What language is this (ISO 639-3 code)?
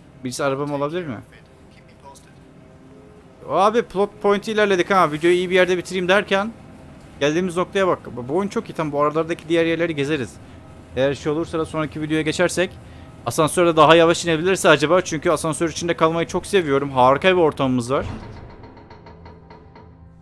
tur